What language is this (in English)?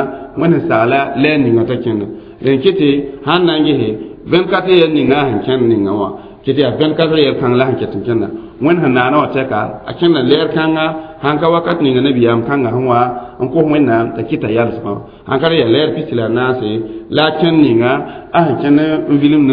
Mossi